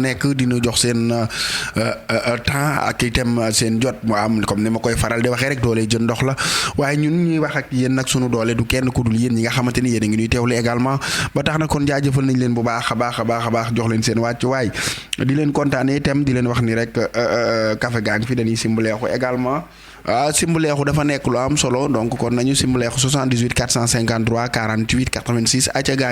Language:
Wolof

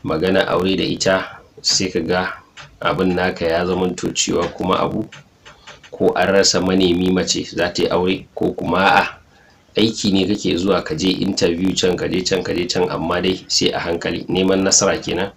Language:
Hausa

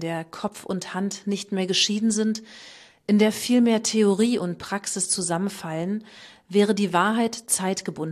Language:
German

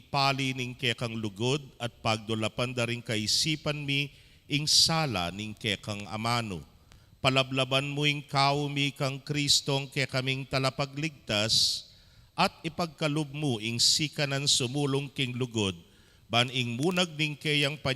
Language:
Pampanga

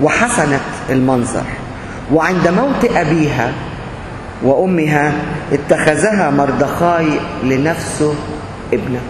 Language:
Egyptian Arabic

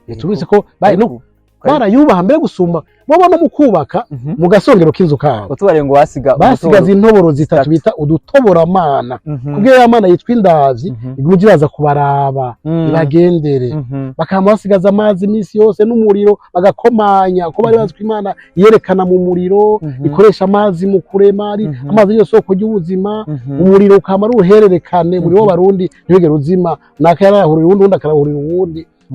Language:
Rundi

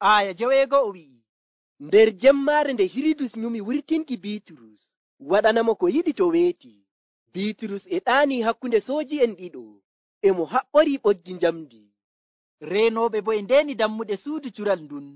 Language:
Nigerian Fulfulde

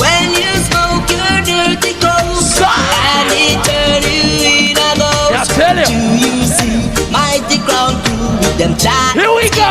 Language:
Jamaican Creole English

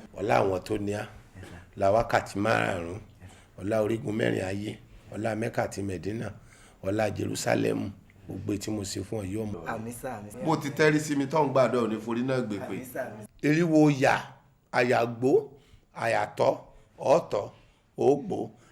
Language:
Yoruba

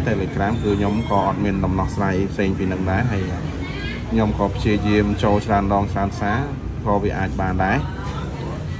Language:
Khmer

